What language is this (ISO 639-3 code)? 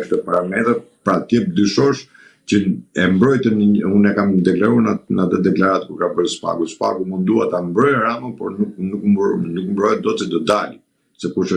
sqi